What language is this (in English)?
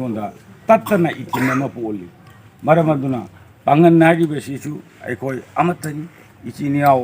Manipuri